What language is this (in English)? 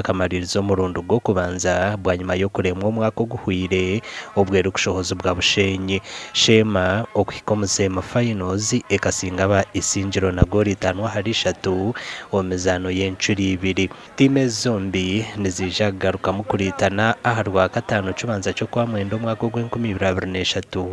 Nyankole